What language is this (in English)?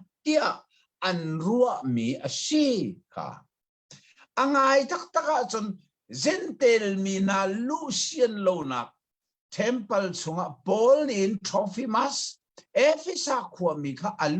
Hakha Chin